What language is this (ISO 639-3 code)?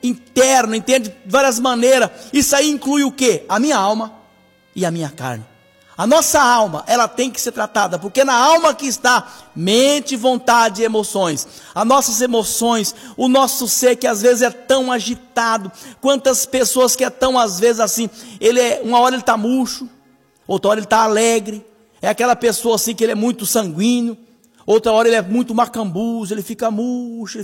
por